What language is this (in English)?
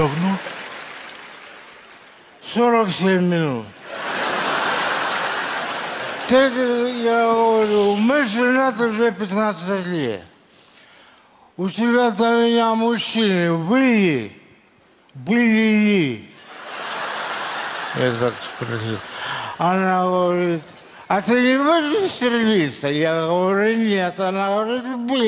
Russian